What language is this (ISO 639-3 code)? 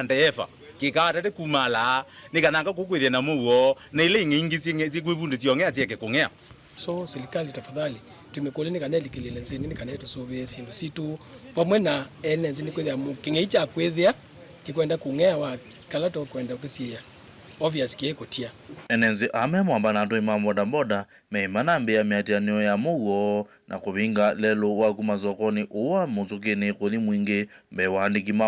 kam